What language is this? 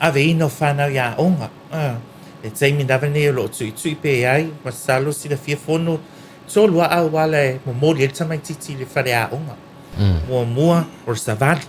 Samoan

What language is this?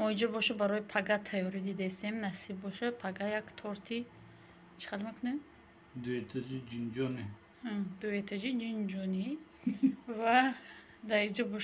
Tajik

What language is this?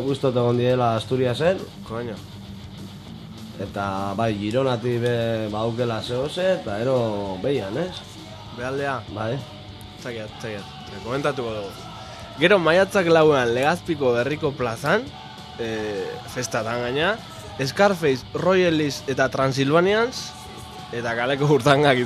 Basque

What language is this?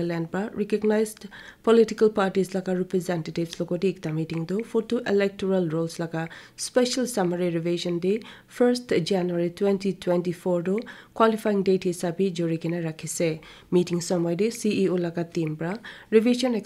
Naga Pidgin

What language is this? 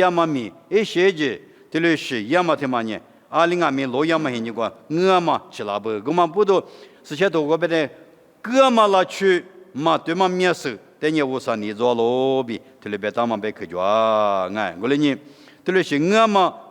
Lisu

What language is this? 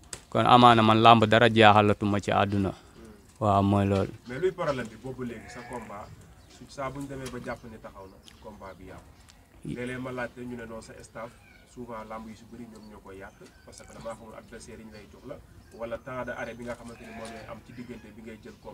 Wolof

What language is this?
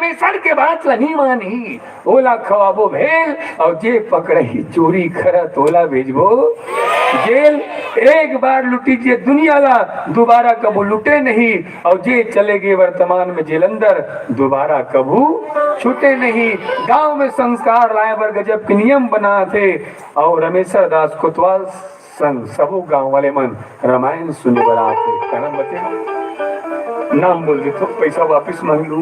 Chhattisgarhi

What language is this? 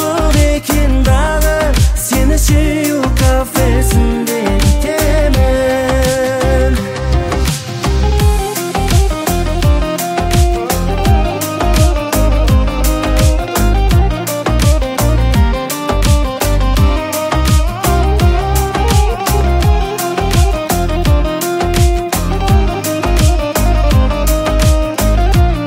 Kazakh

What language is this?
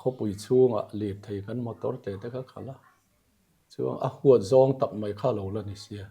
Mizo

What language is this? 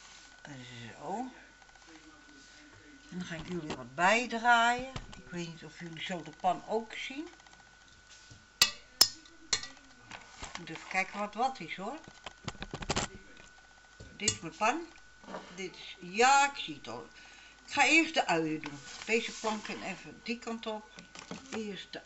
Dutch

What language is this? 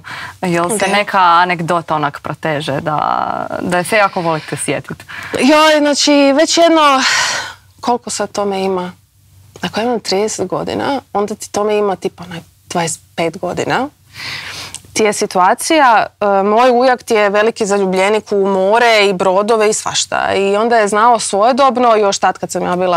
Croatian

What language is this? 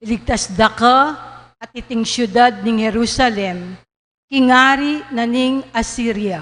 Pampanga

